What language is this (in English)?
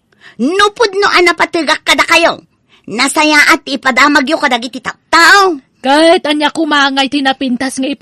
Iloko